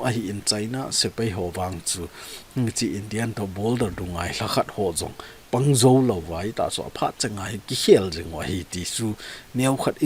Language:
Thado Chin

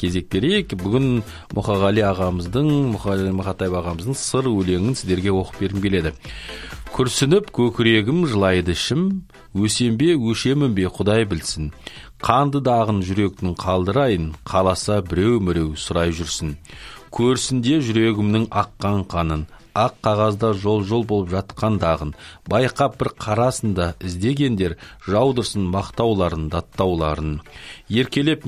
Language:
Kazakh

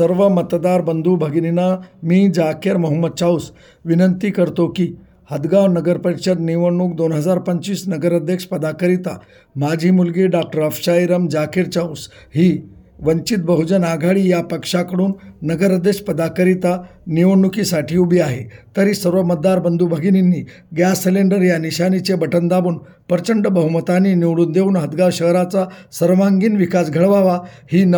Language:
Marathi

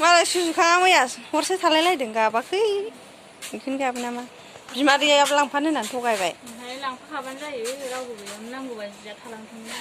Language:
Bodo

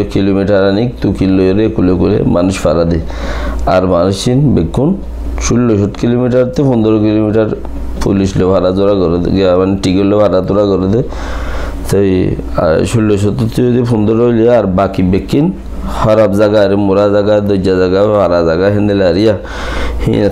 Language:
Rohingya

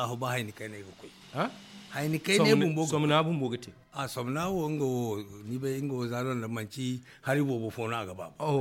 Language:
Zarma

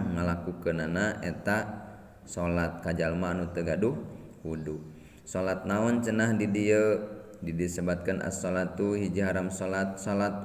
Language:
Sundanese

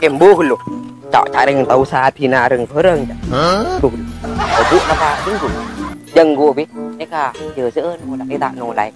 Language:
Madurese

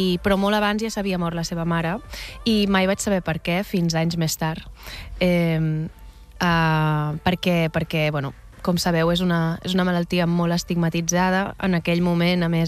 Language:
Catalan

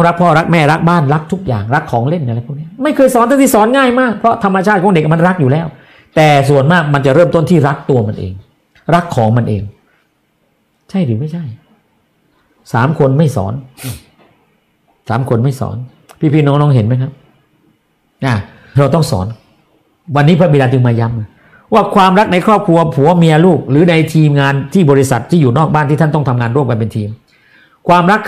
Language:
Thai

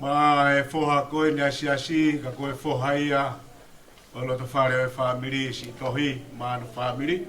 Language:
Tongan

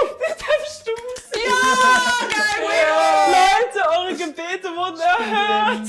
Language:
Swiss German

